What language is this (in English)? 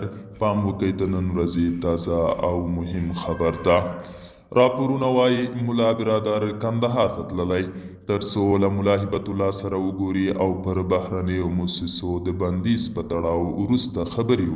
Pashto